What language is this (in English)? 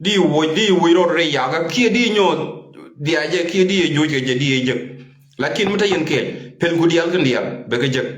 Nuer